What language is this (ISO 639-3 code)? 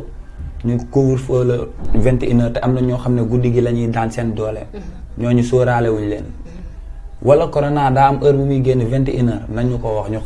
wol